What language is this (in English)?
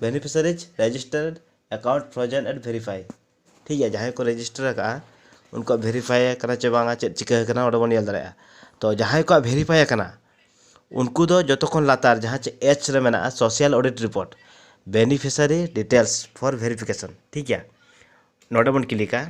Santali